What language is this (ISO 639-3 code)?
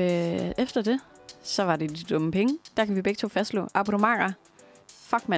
dan